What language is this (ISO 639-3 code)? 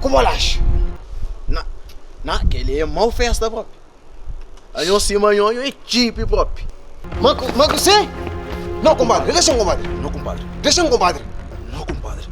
kea